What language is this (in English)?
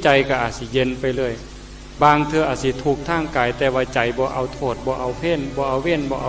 Northeastern Thai